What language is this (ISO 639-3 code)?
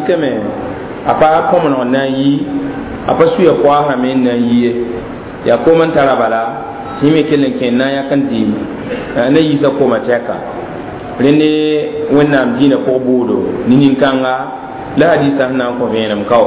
mos